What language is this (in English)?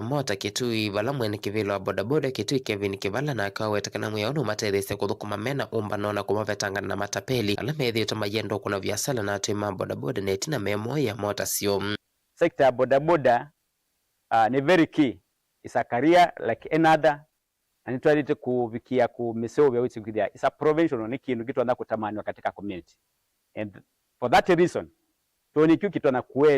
Kamba